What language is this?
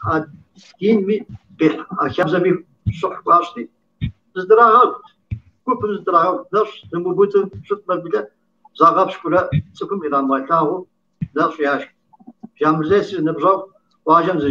Kabardian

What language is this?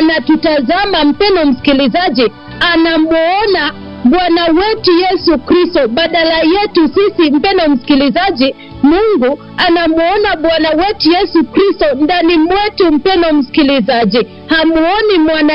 Swahili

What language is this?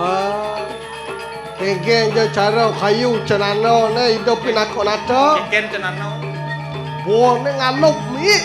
Balinese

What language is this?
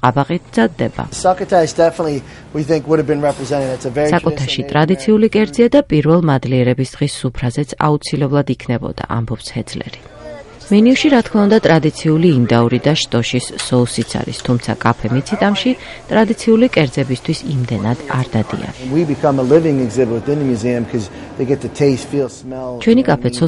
Georgian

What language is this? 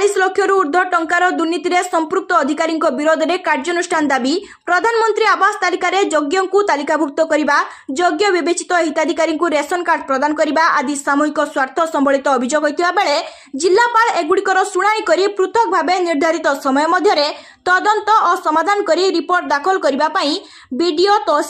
Odia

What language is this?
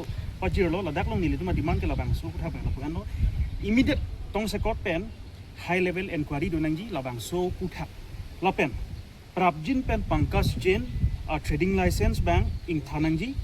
Karbi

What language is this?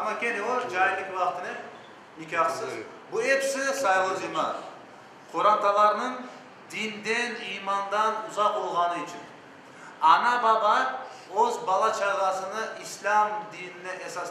Crimean Tatar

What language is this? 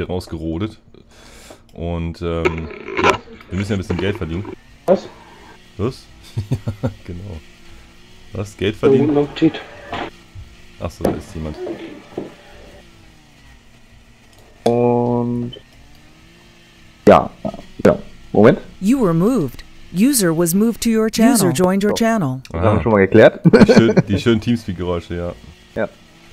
German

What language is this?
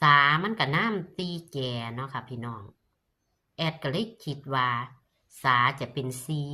Northeastern Thai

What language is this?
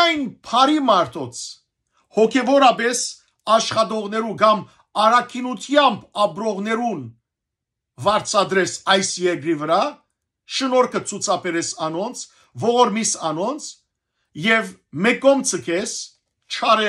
Western Armenian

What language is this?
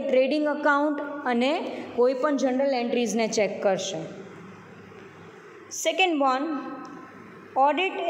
Gujarati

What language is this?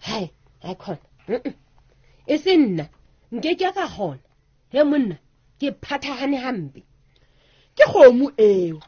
Southern Sotho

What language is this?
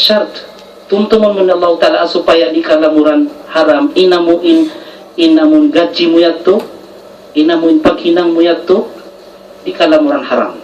Tausug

